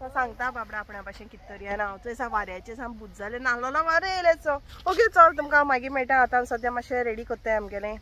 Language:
Konkani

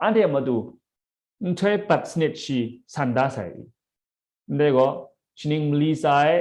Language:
Kachin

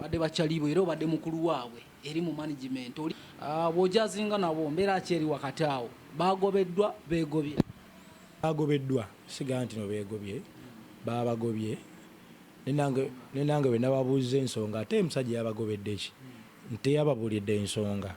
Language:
Ganda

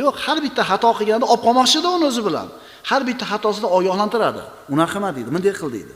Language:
Uzbek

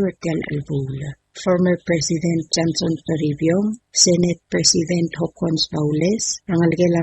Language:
Palauan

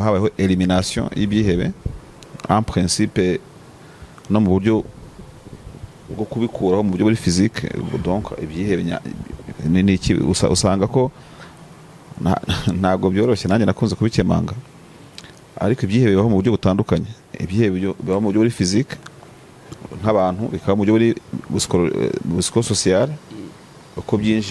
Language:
Kinyarwanda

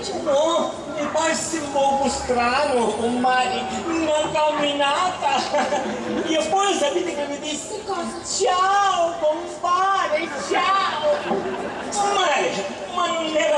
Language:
Sicilian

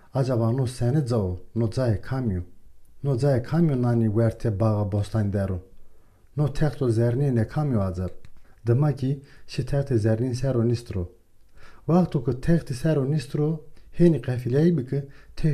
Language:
Zaza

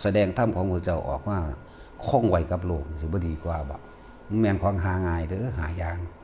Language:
Northeastern Thai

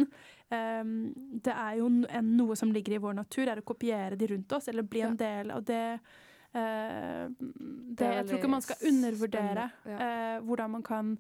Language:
Norwegian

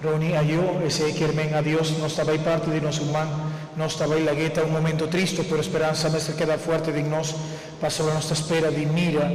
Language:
Papiamento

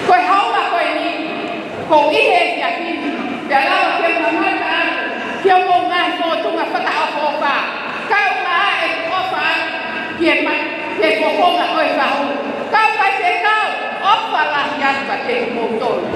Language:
Tongan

